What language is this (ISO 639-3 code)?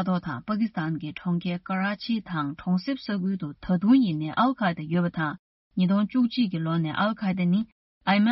bod